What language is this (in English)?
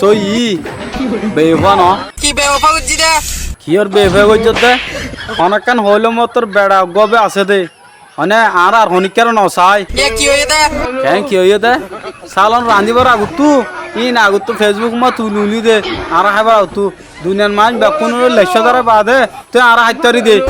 Rohingya